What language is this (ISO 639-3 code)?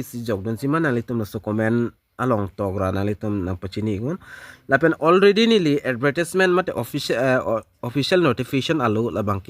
mjw